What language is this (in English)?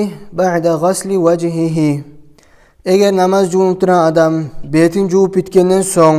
Kumyk